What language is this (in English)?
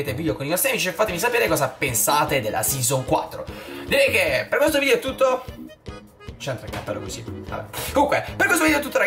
Italian